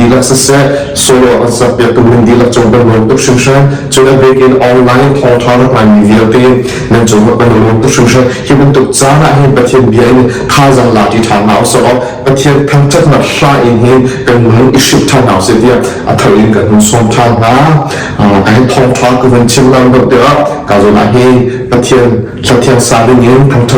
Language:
Hakha Chin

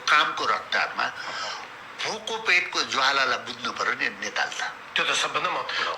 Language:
Nepali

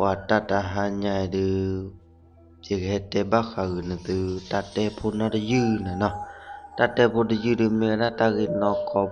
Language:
S'gaw Karen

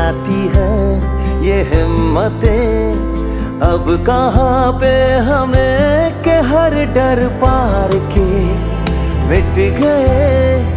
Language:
Hindi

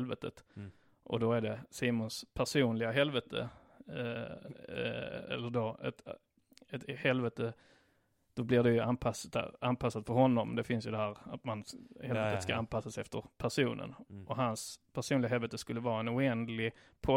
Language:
Swedish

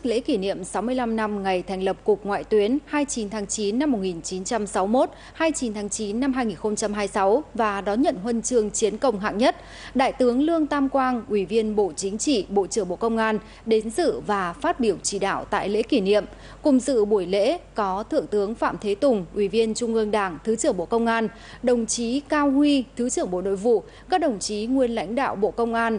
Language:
Vietnamese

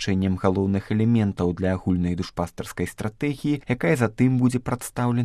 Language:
Belarusian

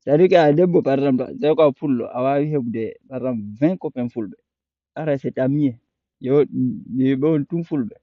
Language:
Fula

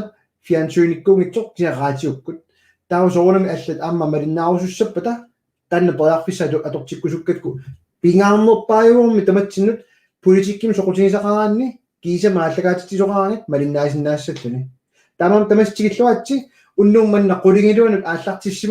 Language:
Kalaallisut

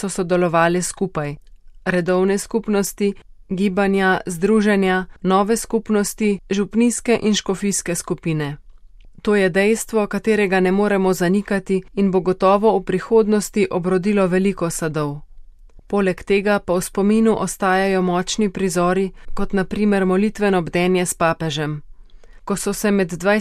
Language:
Slovenian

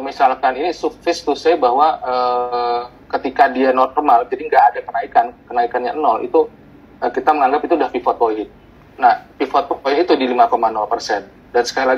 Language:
Indonesian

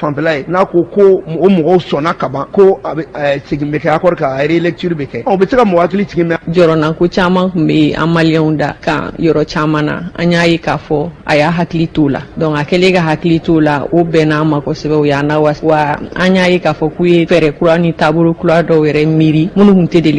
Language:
Bambara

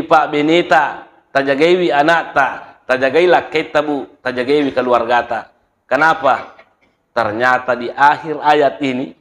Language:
Buginese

